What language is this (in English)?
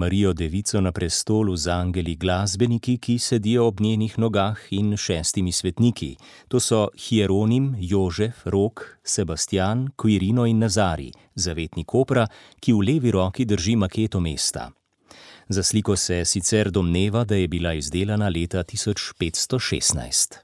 Slovenian